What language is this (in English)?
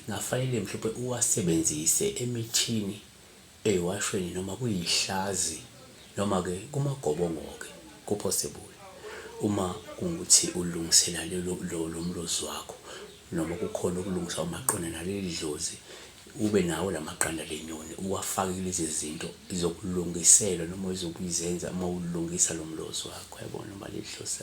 Zulu